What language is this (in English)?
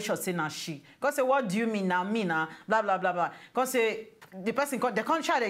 Nigerian Pidgin